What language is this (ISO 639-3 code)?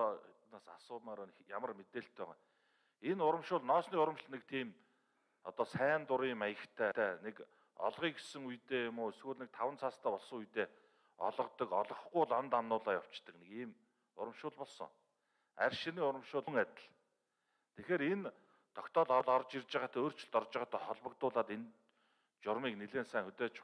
mon